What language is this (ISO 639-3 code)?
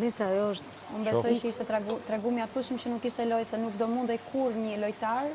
sqi